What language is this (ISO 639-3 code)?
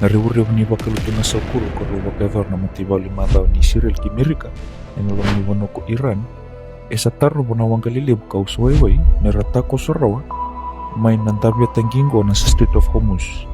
fij